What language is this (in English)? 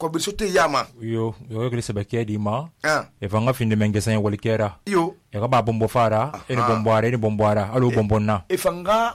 Susu